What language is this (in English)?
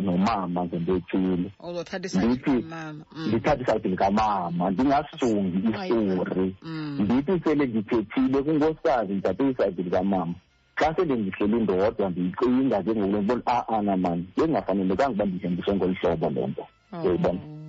Xhosa